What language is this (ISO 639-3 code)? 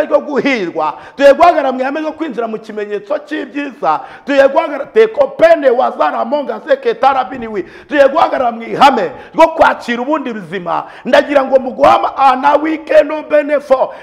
kin